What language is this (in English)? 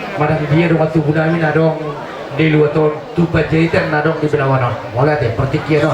Batak Toba